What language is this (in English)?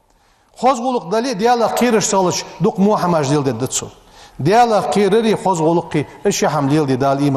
Ingush